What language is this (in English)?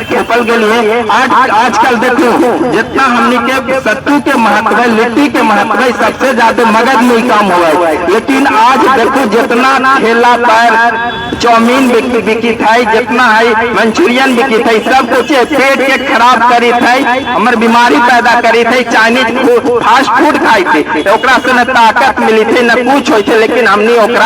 Magahi